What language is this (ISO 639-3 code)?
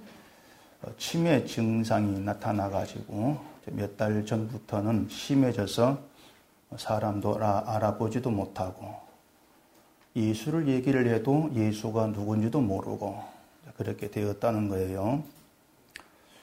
kor